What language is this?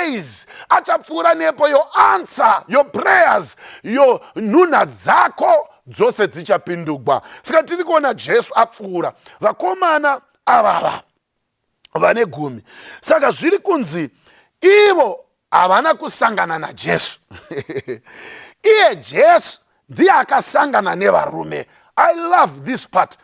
Shona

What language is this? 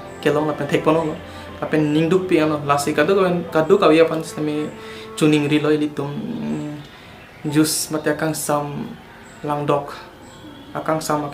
Karbi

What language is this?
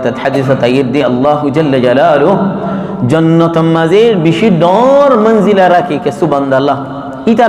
Rohingya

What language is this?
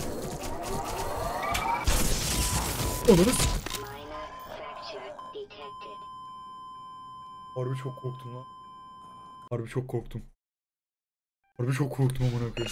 Turkish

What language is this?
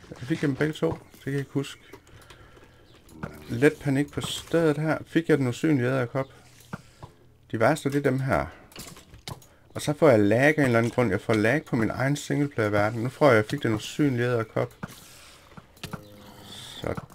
Danish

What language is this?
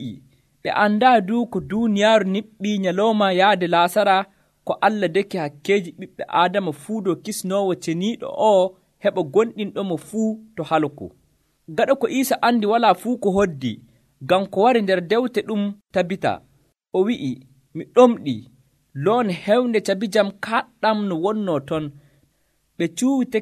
Nigerian Fulfulde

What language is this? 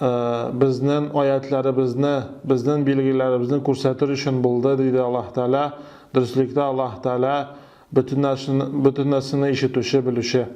Tatar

